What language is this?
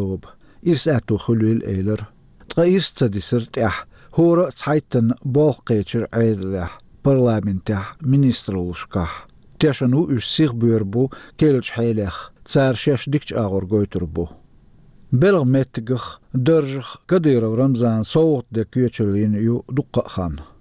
Chechen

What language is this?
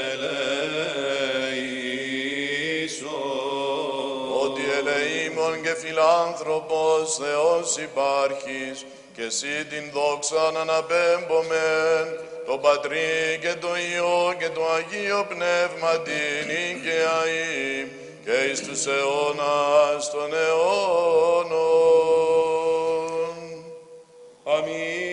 Greek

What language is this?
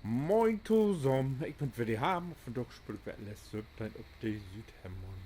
Low German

